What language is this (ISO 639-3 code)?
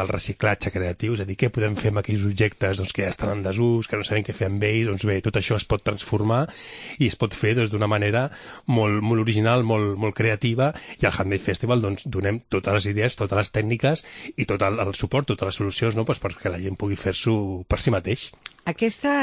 cat